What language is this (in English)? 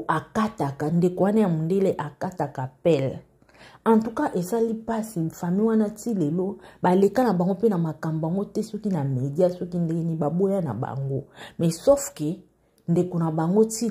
Lingala